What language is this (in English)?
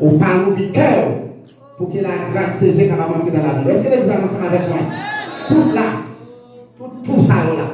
Haitian Creole